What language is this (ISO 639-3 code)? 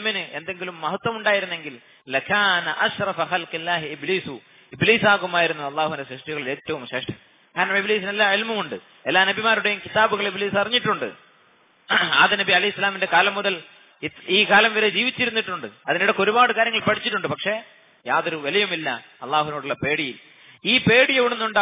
mal